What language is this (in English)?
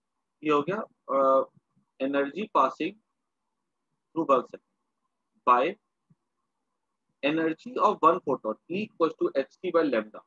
Hindi